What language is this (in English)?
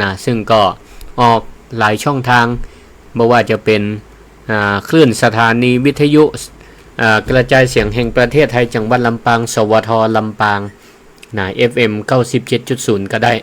Northern Thai